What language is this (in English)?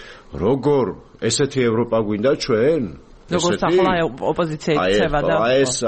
Georgian